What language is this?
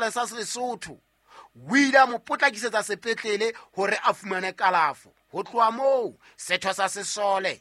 Southern Sotho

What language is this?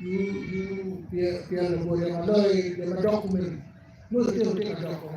Acoli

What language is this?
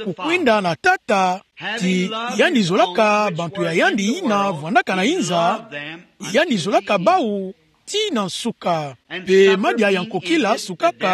Kituba (Democratic Republic of Congo)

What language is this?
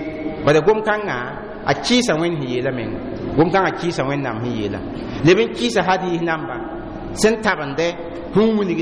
Mossi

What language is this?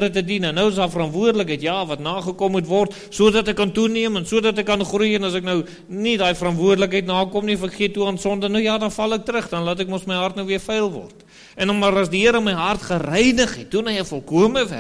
Afrikaans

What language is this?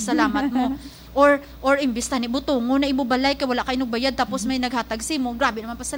Hiligaynon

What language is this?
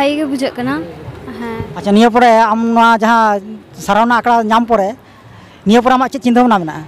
Santali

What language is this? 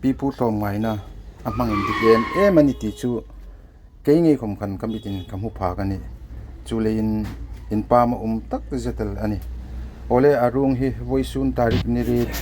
Hmar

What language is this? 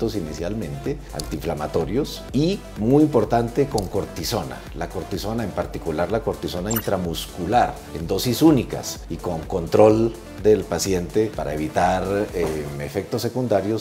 Spanish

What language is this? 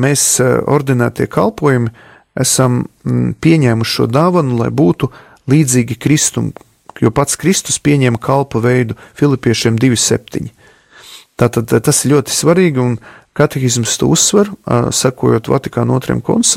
Latvian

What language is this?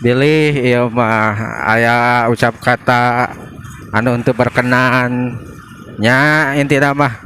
Sundanese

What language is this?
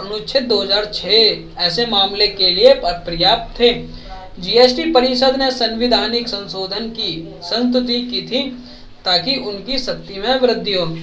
Hindi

